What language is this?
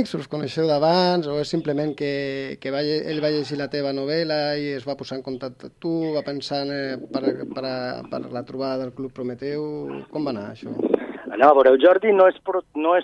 Catalan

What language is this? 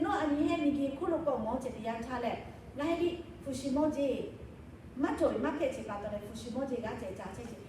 Lahu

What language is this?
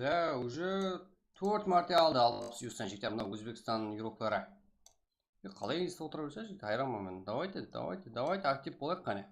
Kara-Kalpak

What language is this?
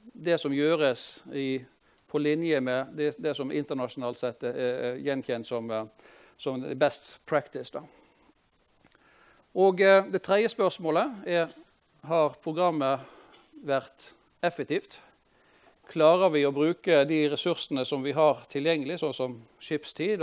Norwegian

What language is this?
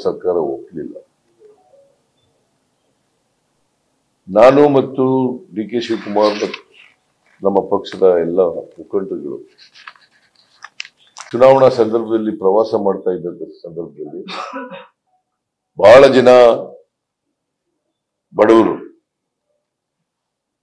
Kannada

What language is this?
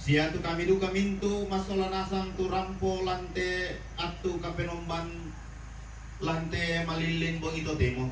Toraja-Sa'dan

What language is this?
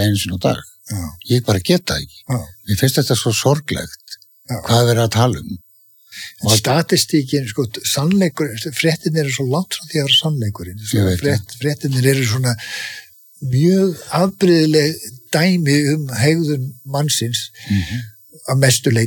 Icelandic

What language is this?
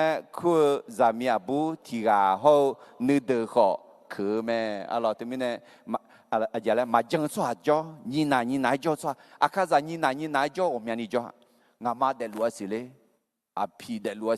Akha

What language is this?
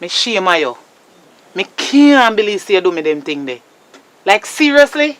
Jamaican Creole English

